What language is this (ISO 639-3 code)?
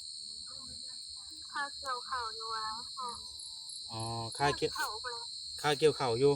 tts